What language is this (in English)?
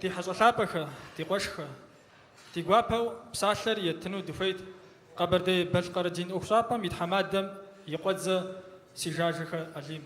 Kabardian